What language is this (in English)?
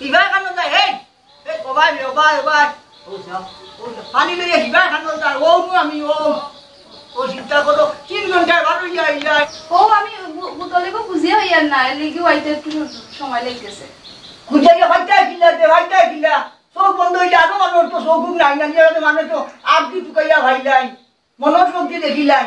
Sylheti